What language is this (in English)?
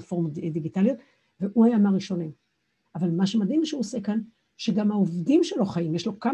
Hebrew